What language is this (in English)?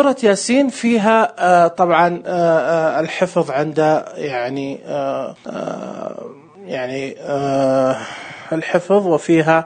Najdi Arabic